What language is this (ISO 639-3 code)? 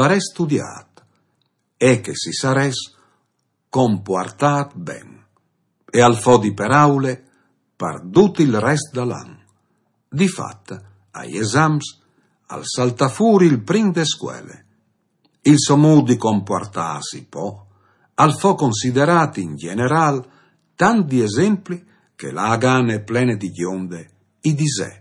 fur